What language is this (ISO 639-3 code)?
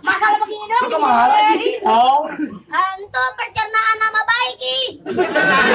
bew